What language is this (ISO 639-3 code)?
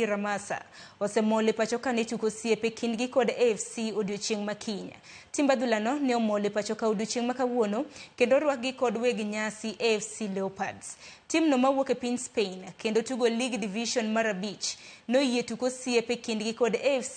luo